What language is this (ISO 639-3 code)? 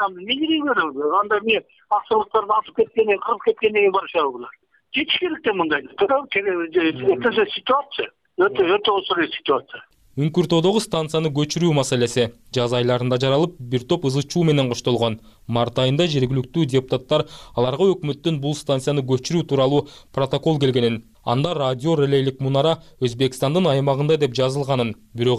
kir